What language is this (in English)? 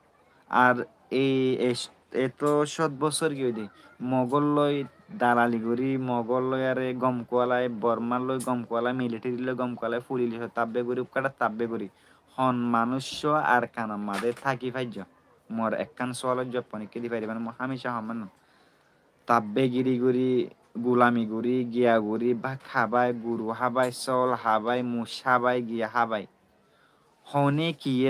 Rohingya